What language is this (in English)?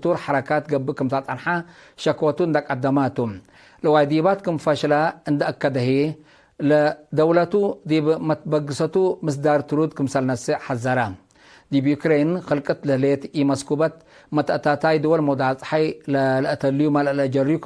Tigre